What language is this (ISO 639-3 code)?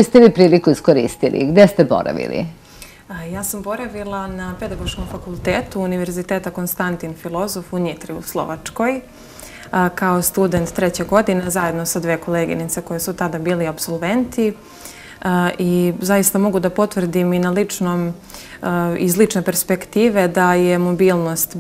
srp